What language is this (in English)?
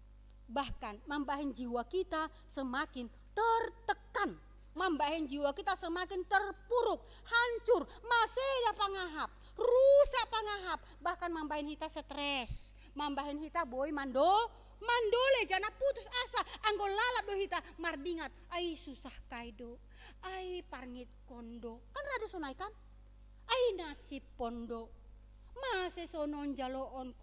Batak Simalungun